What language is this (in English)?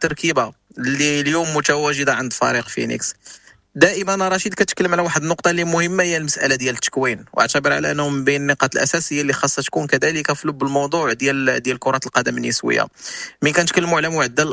Moroccan Arabic